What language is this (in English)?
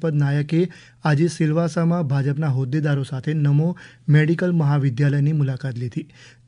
Gujarati